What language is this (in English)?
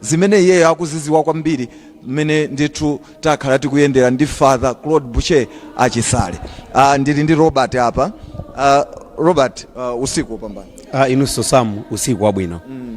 Nyanja